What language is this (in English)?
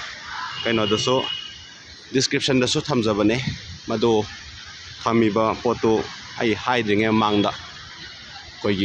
Manipuri